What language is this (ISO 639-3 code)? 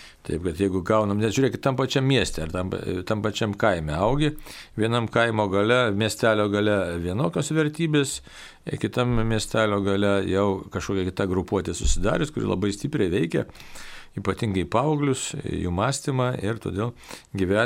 lit